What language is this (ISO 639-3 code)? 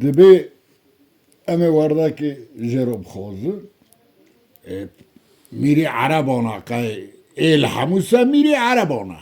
kur